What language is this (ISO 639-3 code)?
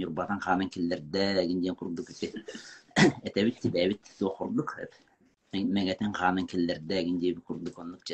sah